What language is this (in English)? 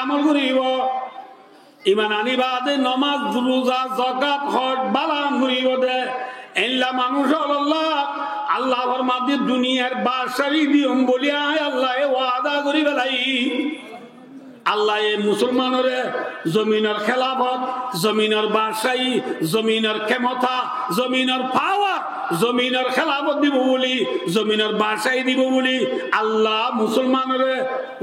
Rohingya